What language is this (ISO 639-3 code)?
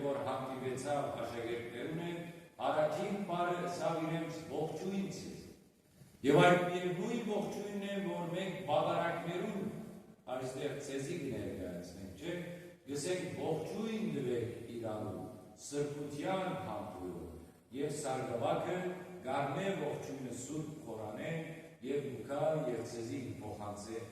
hyw